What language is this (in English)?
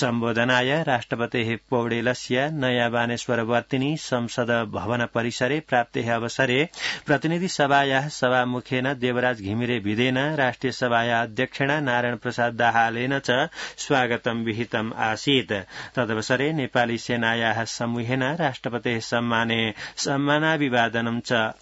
Sanskrit